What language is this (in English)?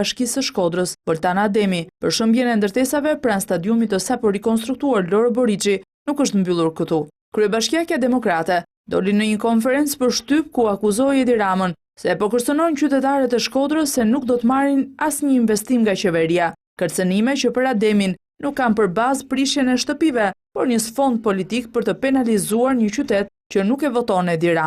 Albanian